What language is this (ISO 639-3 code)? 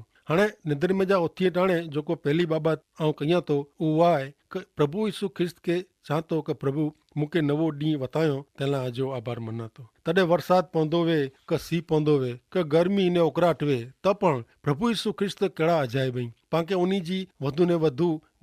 kfr